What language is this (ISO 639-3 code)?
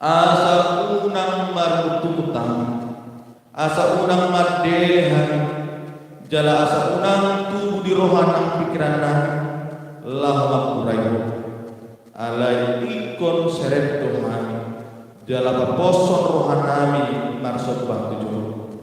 bbc